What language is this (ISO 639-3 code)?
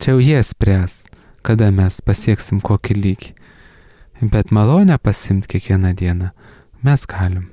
lit